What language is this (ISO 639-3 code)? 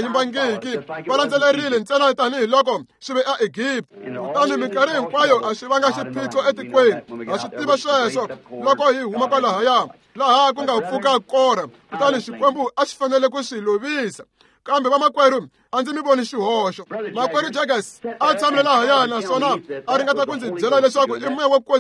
tso